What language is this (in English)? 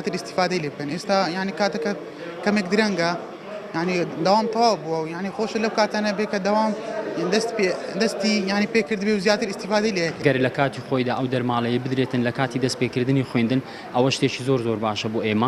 Central Kurdish